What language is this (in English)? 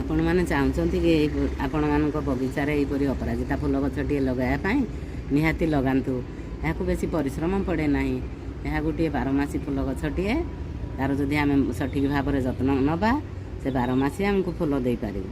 Odia